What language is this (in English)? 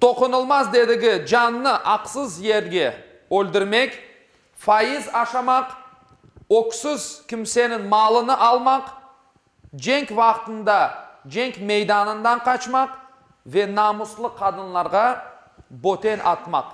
Crimean Tatar